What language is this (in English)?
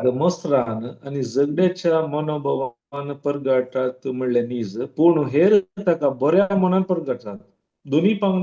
Konkani